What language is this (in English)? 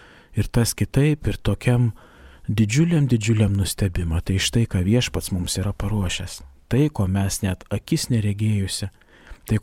Lithuanian